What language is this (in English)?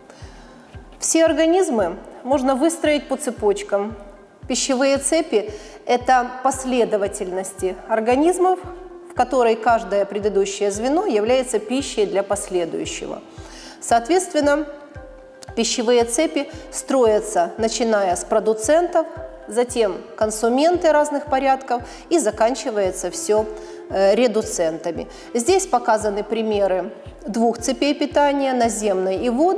Russian